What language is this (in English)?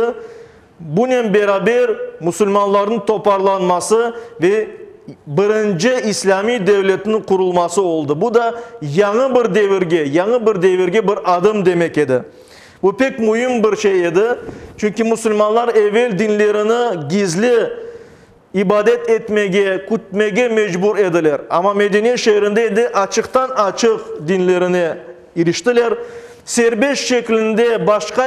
Crimean Tatar